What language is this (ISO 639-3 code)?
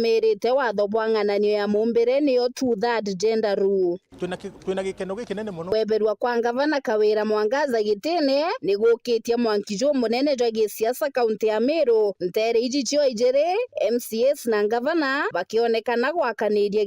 mer